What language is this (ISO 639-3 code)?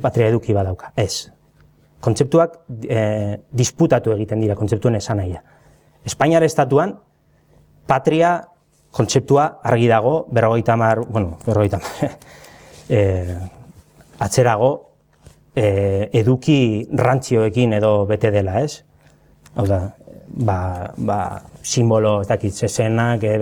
eus